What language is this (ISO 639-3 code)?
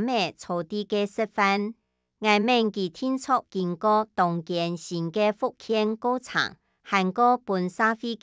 hak